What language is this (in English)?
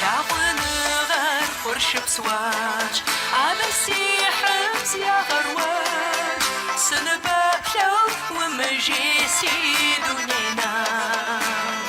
Kabardian